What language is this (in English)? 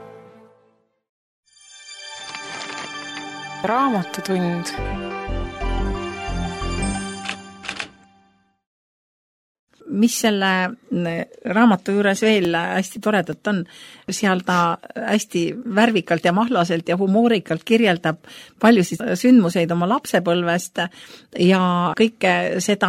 Estonian